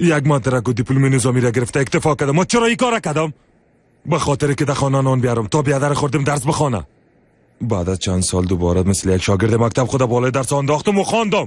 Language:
Persian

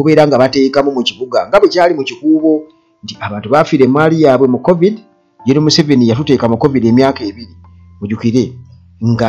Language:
Ganda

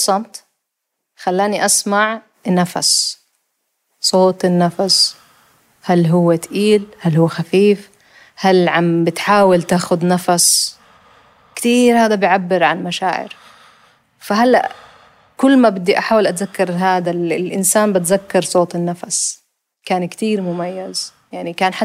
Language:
North Levantine Arabic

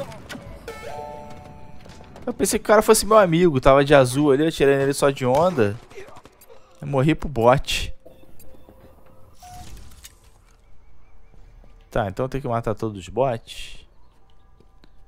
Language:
Portuguese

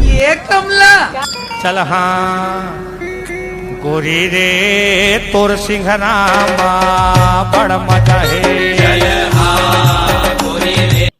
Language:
Chhattisgarhi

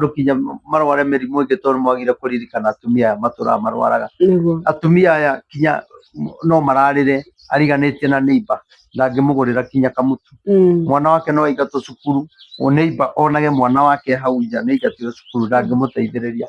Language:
Kikuyu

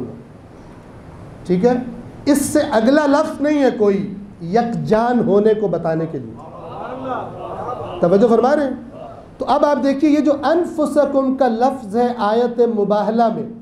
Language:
Urdu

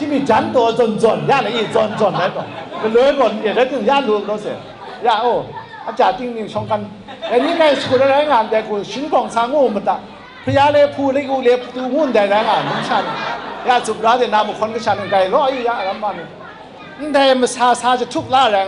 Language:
Kachin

